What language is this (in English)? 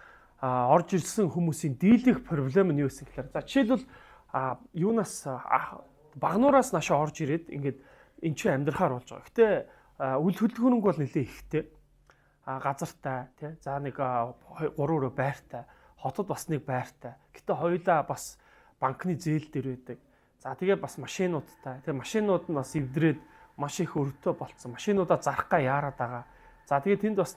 Mongolian